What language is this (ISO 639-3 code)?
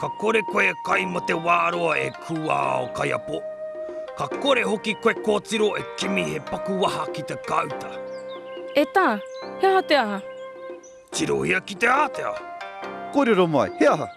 mri